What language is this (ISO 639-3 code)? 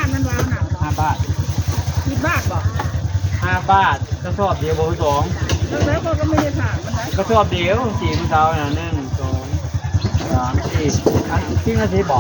tts